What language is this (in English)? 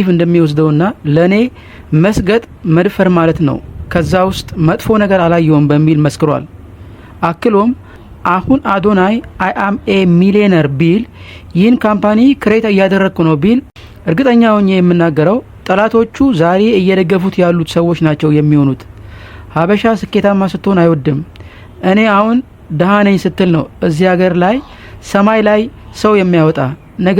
Amharic